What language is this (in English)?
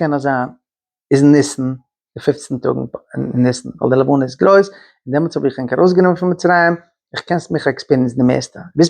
Yiddish